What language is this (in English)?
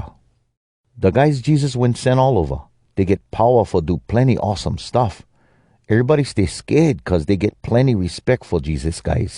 Hawai'i Creole English